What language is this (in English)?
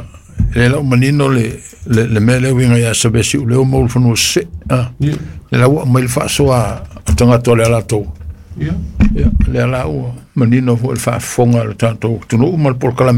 Samoan